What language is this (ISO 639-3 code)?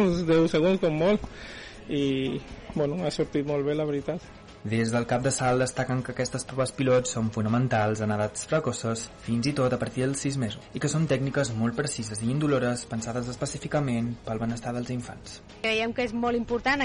cat